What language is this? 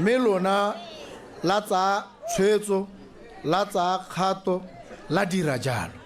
Tswana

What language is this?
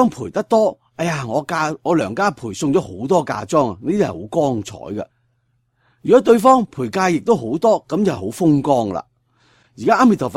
Cantonese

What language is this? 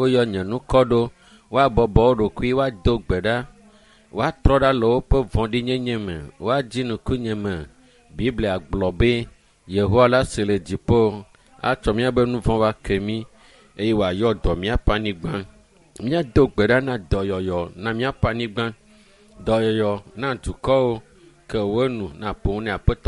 Ewe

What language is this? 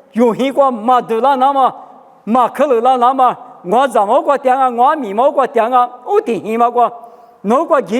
Lisu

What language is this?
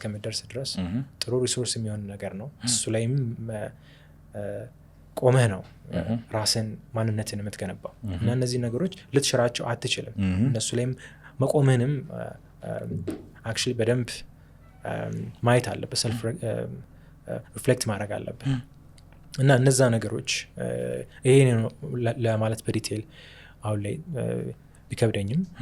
Amharic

